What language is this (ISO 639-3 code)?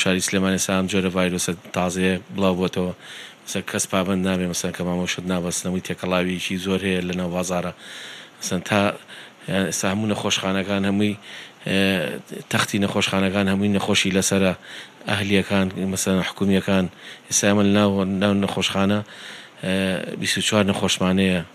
ckb